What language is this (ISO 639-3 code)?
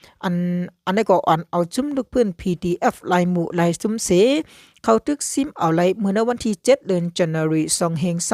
shn